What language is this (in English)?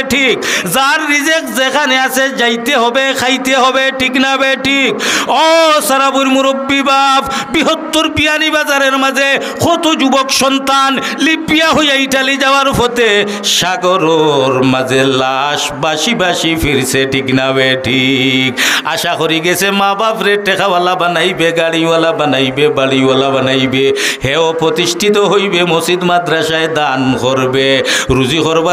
Sylheti